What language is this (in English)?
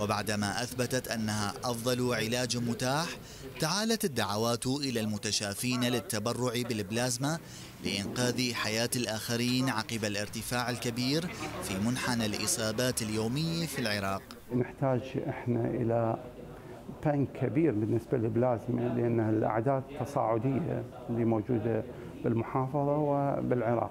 Mesopotamian Arabic